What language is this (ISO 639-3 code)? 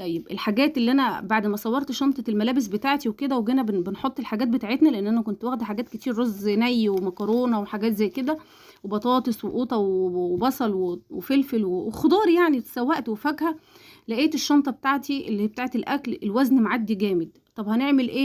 arz